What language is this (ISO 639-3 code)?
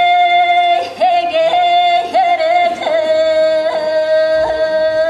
sah